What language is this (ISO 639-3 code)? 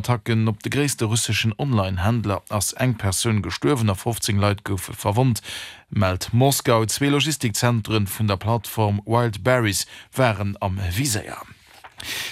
ltz